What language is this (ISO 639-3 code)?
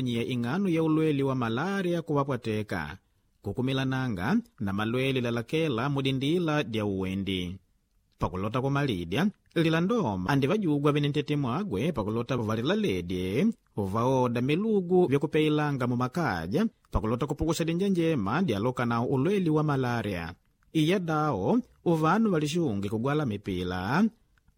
kde